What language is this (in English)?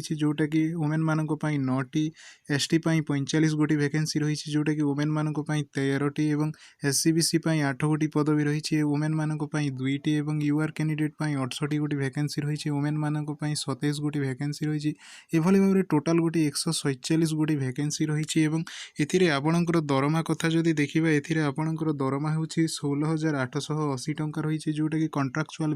Odia